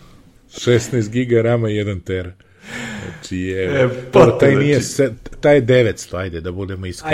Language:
Serbian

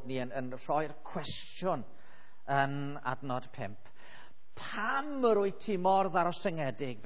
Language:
Welsh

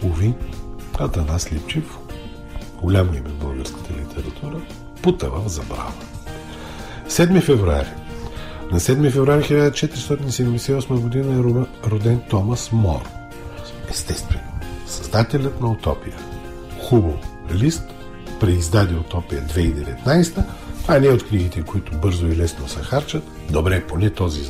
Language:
Bulgarian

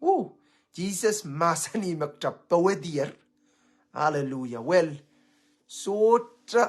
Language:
Pohnpeian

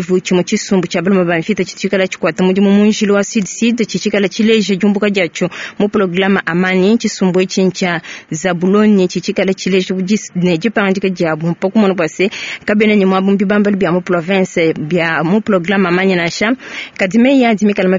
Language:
Luba-Lulua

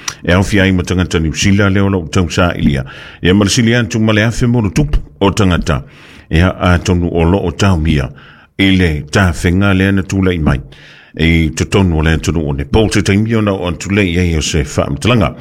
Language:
Samoan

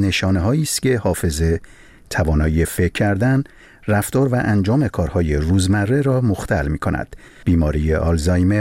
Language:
Persian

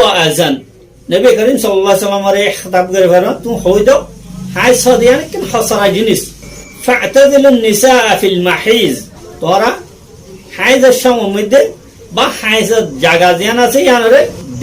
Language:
Rohingya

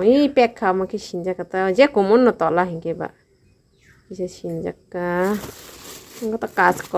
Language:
Kok Borok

